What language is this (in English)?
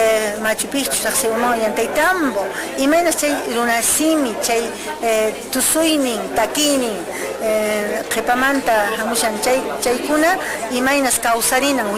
Quechua